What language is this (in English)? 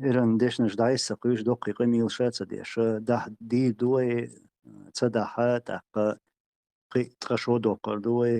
Chechen